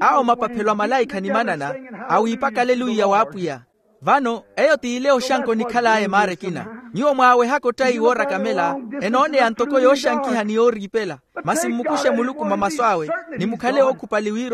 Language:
Makhuwa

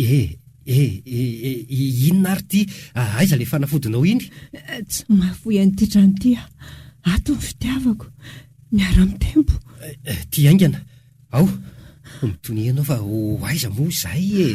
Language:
Malagasy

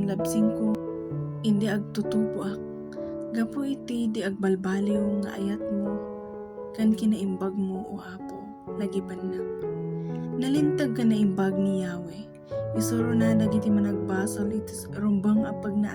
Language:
Iloko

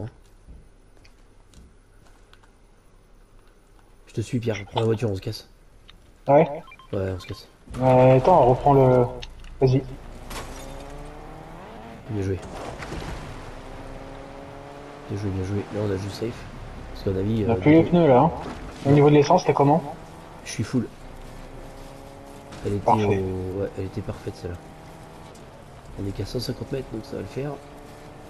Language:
French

